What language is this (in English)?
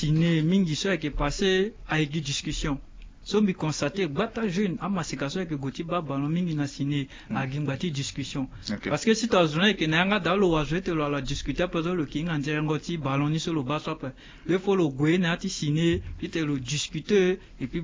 Sango